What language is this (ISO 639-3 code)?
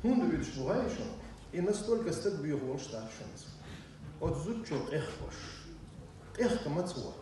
che